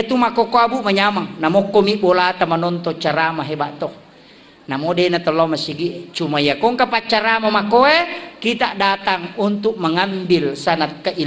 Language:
Buginese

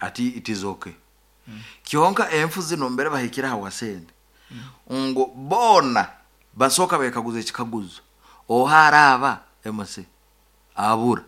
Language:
Nyankole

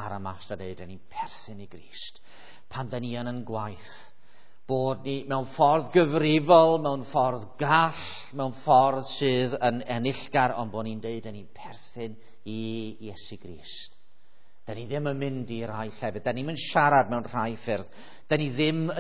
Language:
Welsh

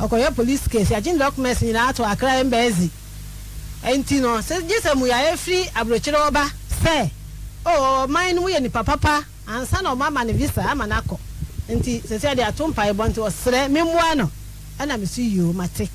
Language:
Akan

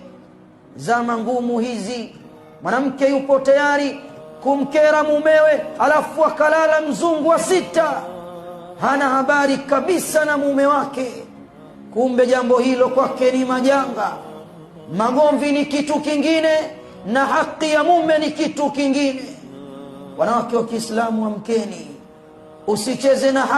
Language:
Swahili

